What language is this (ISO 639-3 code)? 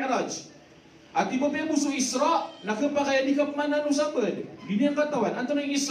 mrw